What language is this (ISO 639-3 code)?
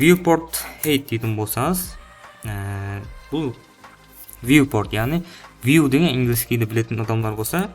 kaa